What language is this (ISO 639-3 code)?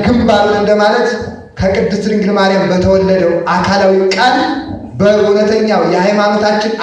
amh